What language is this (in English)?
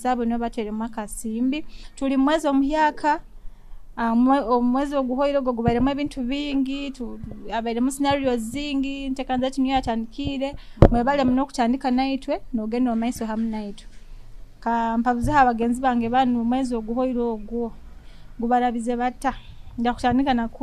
Nyoro